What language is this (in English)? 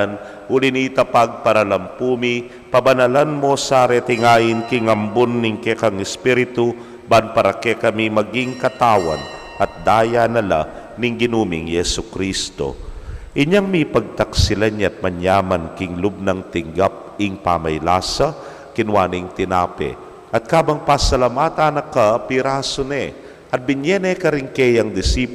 Pampanga